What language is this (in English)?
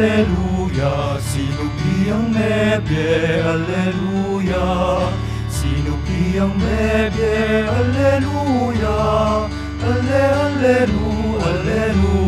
Pampanga